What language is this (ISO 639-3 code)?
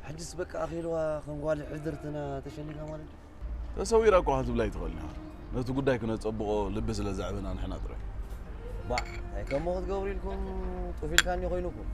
tir